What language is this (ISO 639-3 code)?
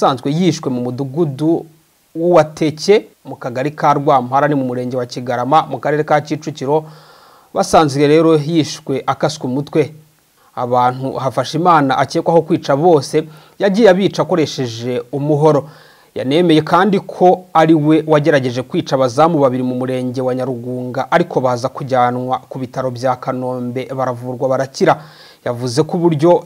kin